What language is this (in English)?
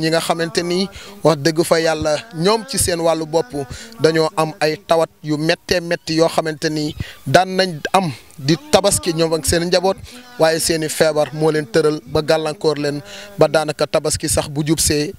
Wolof